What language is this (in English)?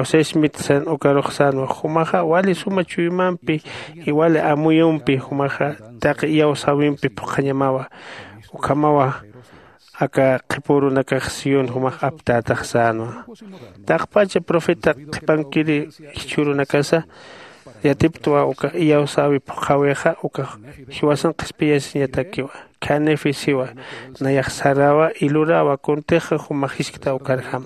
Aymara